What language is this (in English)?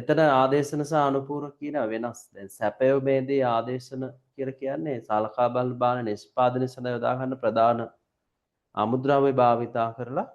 Sinhala